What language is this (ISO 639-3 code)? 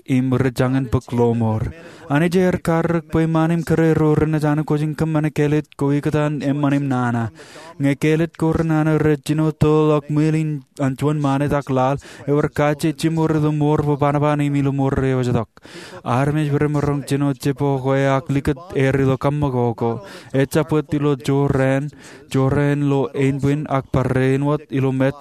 mah